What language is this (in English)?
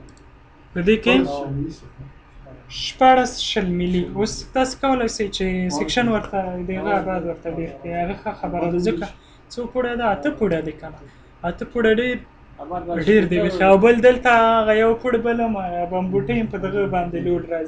Pashto